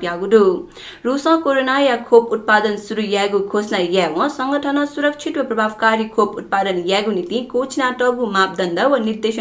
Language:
Newari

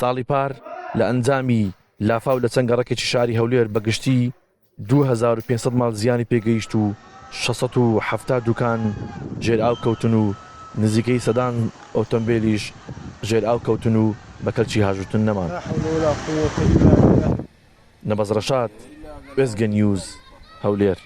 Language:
Central Kurdish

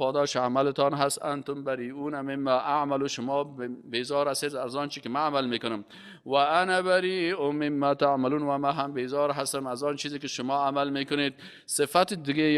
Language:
Persian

